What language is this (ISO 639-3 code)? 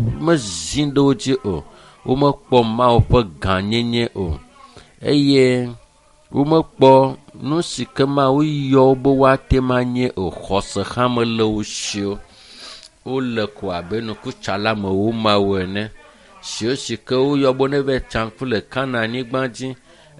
ewe